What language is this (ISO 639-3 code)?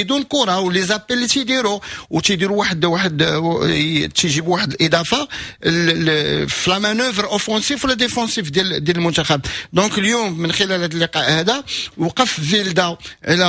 ary